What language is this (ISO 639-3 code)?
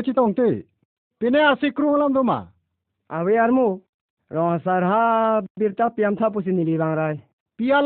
mjw